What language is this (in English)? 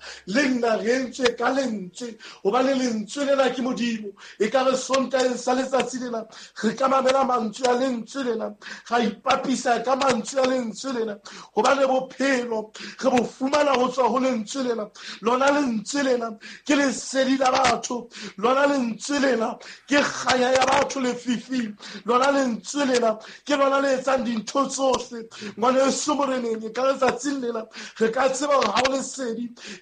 Southern Sotho